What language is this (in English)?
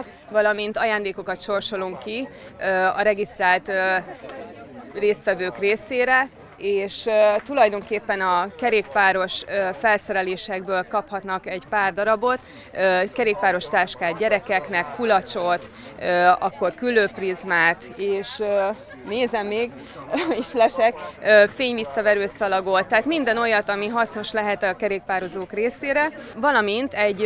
Hungarian